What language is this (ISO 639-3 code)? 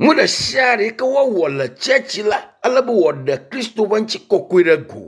ewe